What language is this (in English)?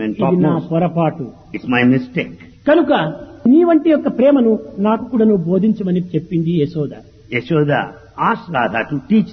Telugu